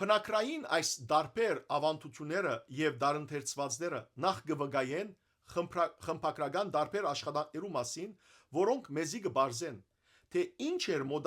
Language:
Western Armenian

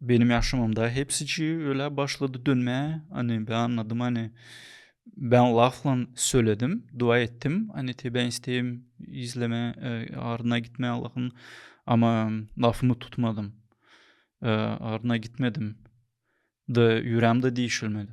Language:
Gagauz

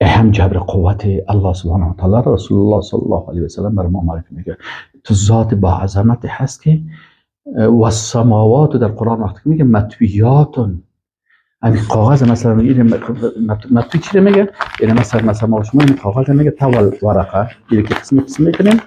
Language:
Persian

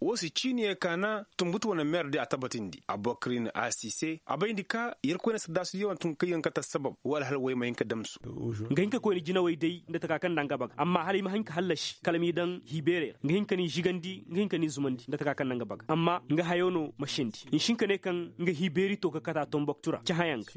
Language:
Koyraboro Senni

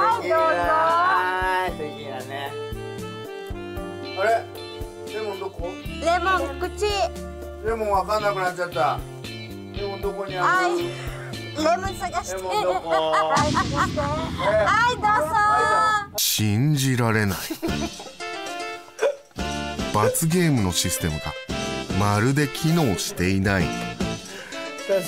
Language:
Japanese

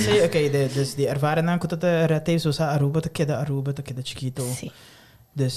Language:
Papiamento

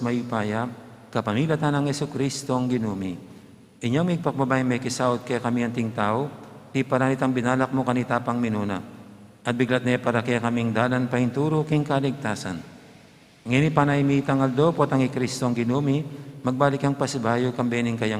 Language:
Pampanga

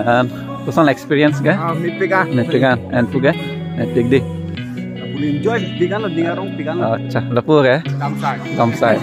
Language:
Karbi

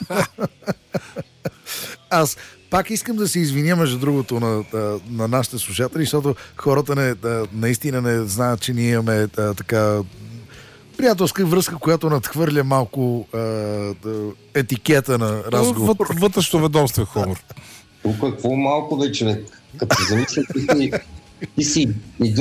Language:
Bulgarian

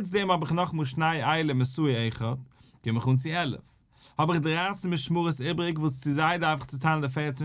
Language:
Yiddish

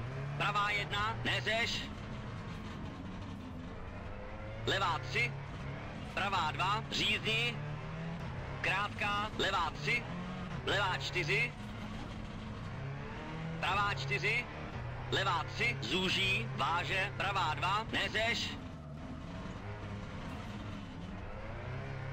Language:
Czech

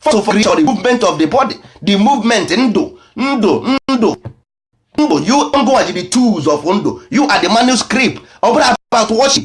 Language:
Igbo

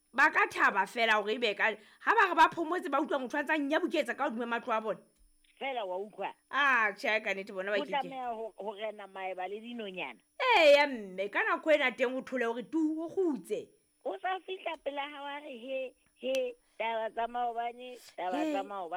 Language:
Southern Sotho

